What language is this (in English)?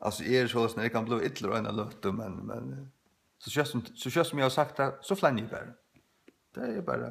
Faroese